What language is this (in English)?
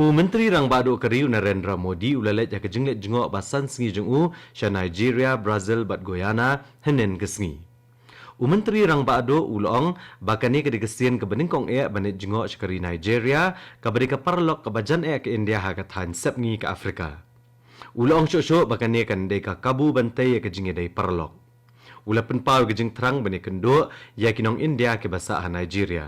Khasi